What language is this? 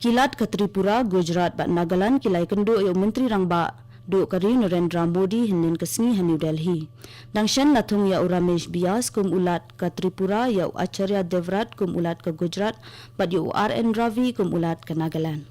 Khasi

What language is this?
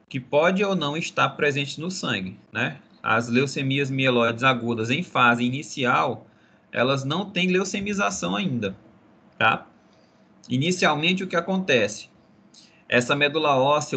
Portuguese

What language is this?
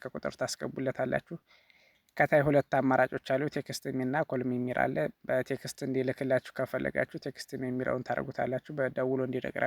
Amharic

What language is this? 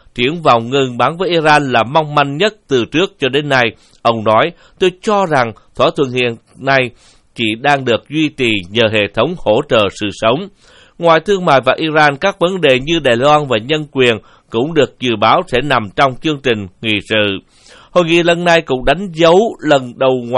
Vietnamese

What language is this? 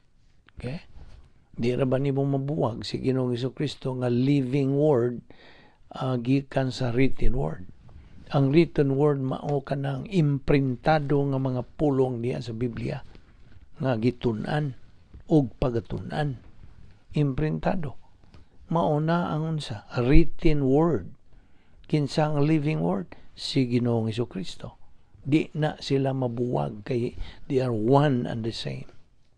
Cebuano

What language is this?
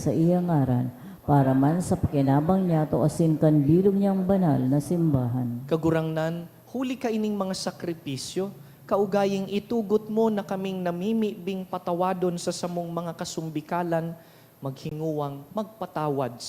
Bikol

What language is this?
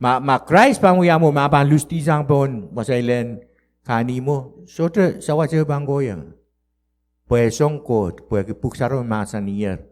Pohnpeian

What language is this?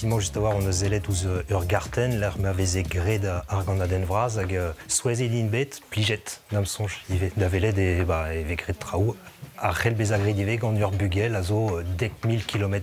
Breton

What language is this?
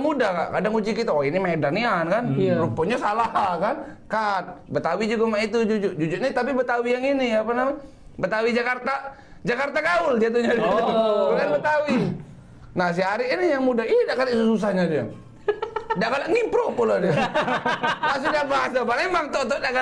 Musi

